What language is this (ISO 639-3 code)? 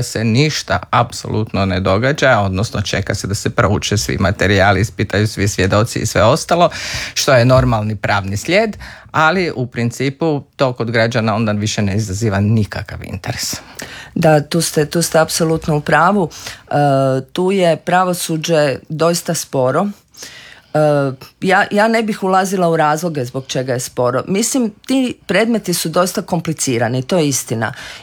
hrv